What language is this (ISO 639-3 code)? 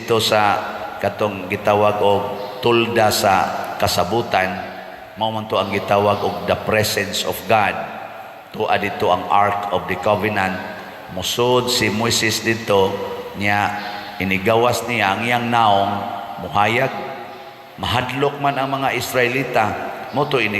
ceb